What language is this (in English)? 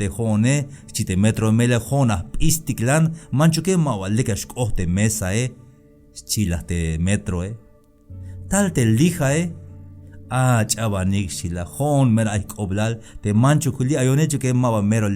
Tzeltal